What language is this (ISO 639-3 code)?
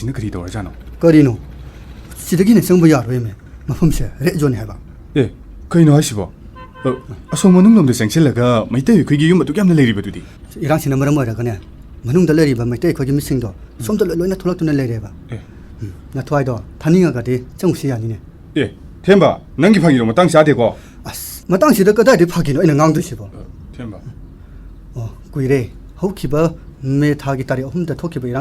mni